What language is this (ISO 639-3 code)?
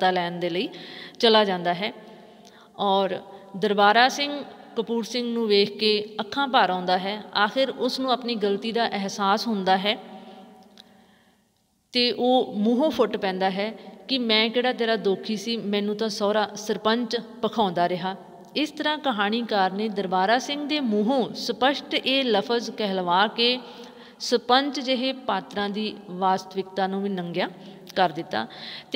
pan